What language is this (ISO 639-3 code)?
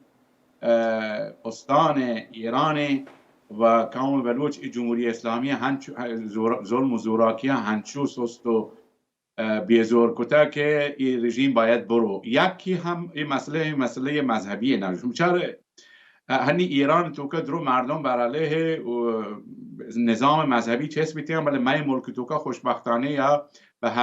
bal